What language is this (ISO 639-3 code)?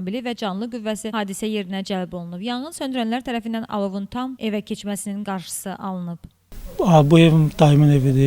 aze